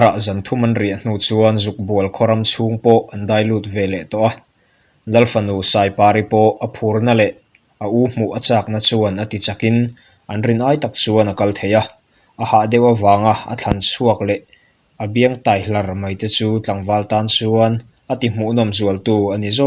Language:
Mizo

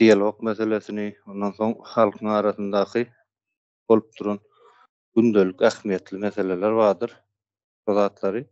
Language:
Turkmen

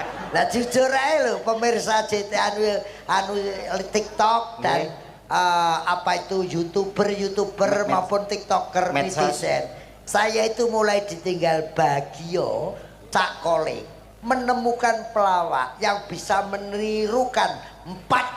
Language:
Javanese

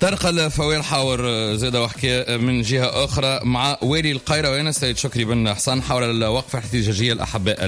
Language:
Tunisian Arabic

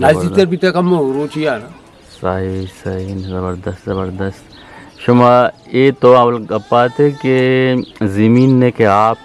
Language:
Eastern Balochi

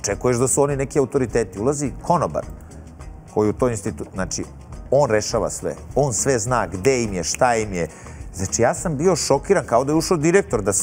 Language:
Serbian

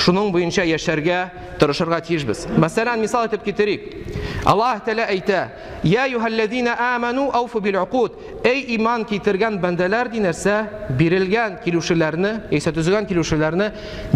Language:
Tatar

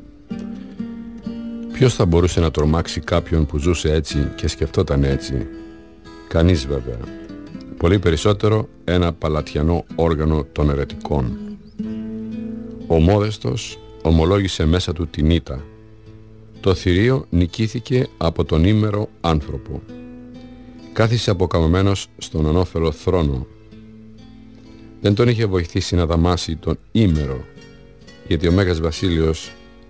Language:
Greek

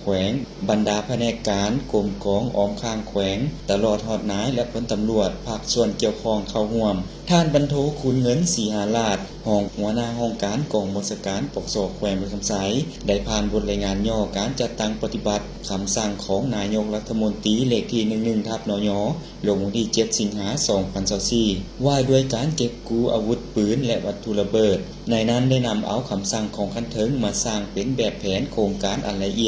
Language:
Lao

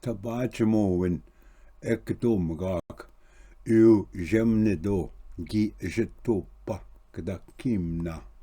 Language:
Ojibwa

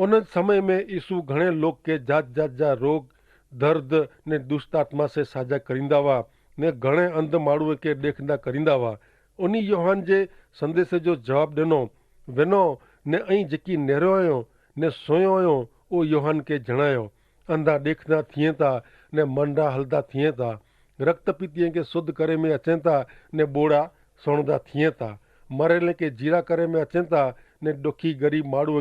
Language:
Kachhi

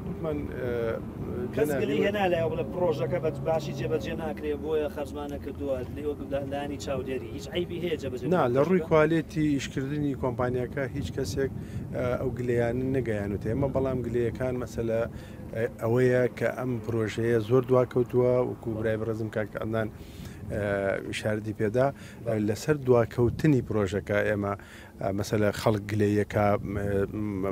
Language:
Central Kurdish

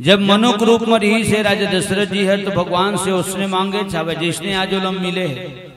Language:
Chhattisgarhi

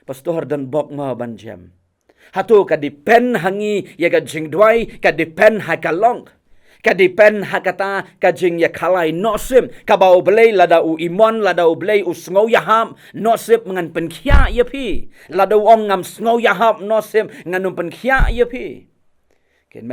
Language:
Khasi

